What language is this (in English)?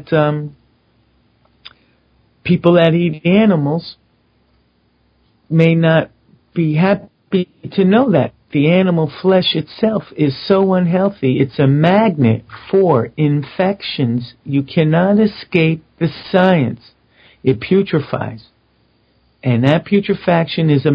English